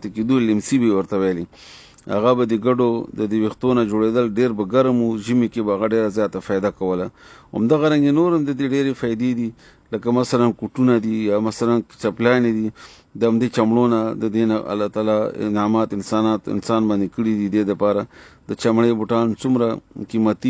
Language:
Pashto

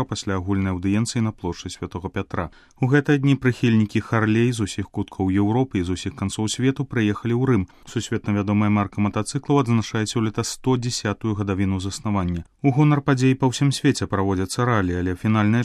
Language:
Belarusian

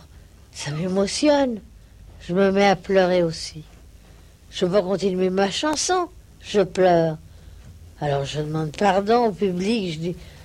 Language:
French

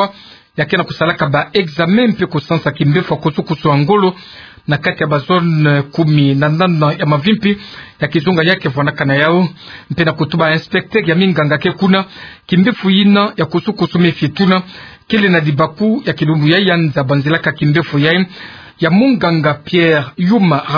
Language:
Kituba (Democratic Republic of Congo)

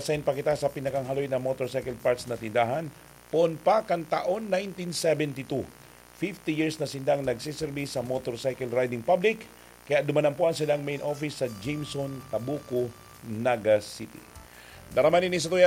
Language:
Bikol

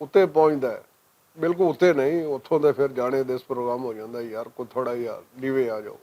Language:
Western Panjabi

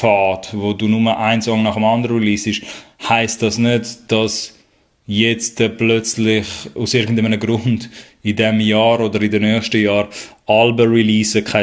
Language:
Swiss German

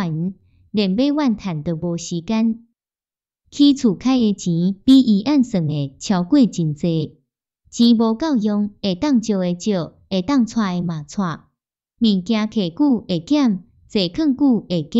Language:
Min Nan Chinese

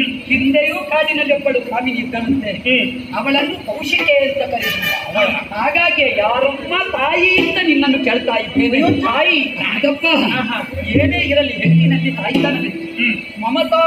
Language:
Kannada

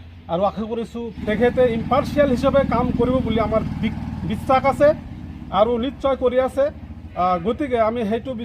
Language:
Assamese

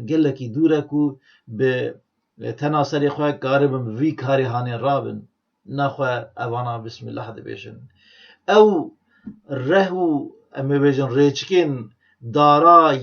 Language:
Kurdish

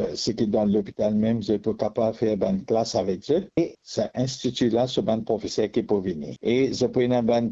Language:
Morisyen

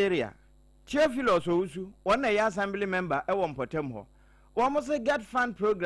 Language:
Akan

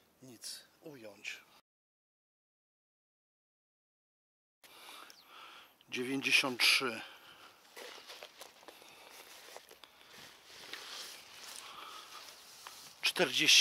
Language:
Polish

